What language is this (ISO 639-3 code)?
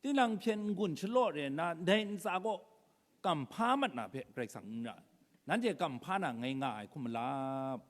kac